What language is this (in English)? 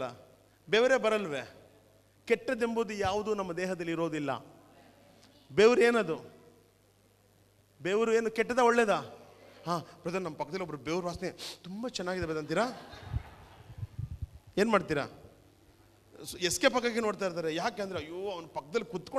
Kannada